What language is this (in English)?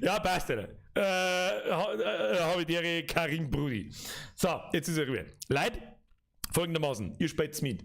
Bavarian